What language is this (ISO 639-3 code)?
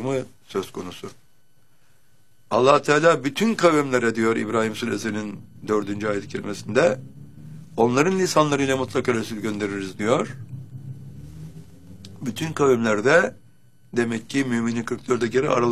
tur